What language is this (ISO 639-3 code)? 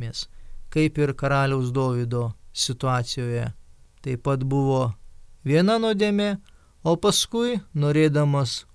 lit